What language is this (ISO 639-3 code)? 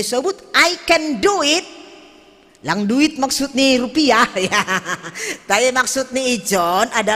bts